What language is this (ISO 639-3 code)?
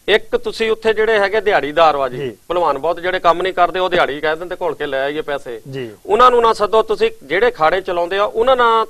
pan